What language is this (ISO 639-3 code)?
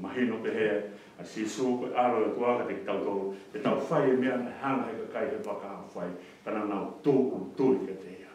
ton